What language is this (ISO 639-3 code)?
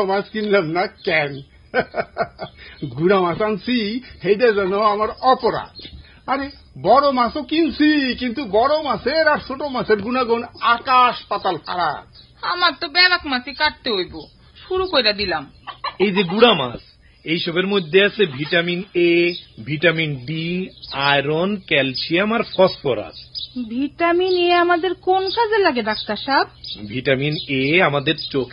ben